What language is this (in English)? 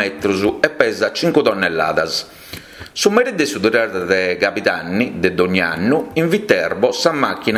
Sardinian